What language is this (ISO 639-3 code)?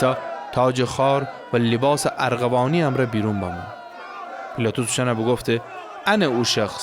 glk